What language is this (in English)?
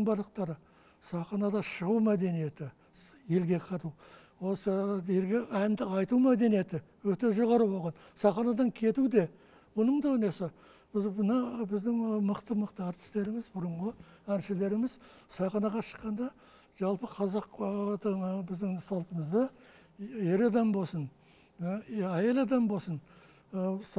Kazakh